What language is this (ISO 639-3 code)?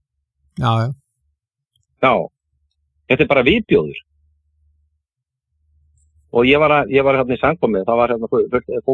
isl